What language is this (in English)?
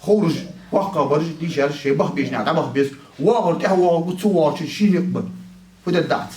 Ingush